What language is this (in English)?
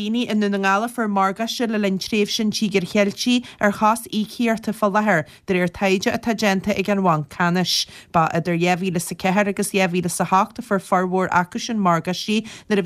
Irish